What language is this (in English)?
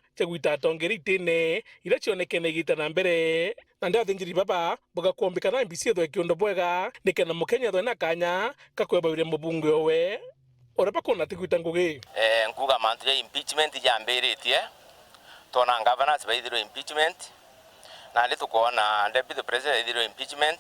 Meru